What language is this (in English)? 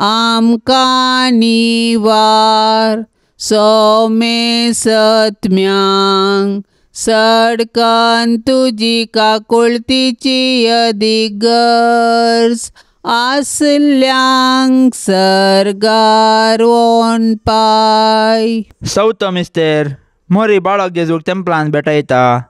Konkani